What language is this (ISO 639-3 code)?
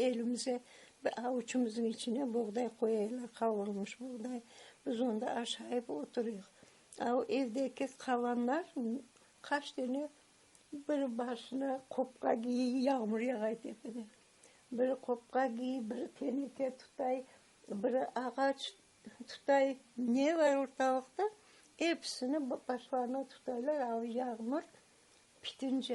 crh